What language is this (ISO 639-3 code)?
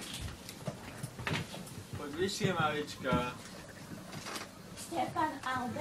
slk